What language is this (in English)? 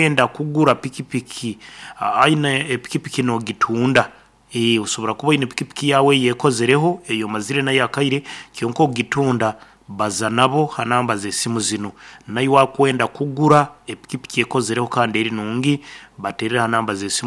Nyoro